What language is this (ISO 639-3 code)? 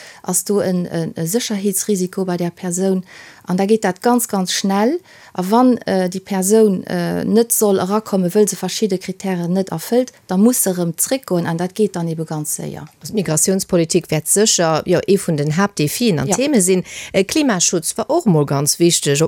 ltz